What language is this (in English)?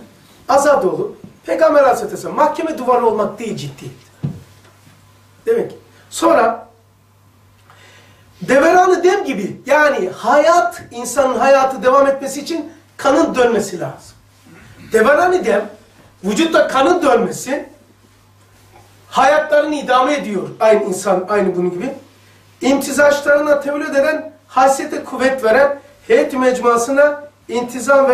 Turkish